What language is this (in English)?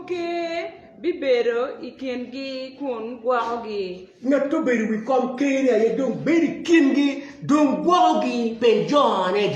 Acoli